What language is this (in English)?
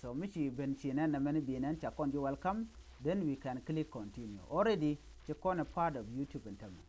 Nuer